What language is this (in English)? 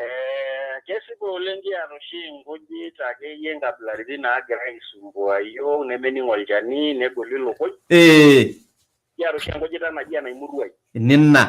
Masai